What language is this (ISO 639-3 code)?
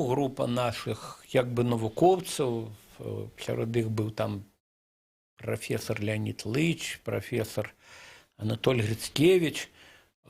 bel